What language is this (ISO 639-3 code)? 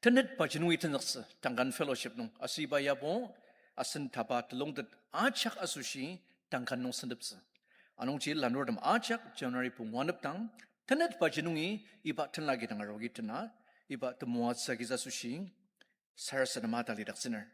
njo